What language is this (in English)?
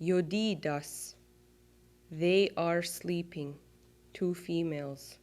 Mohawk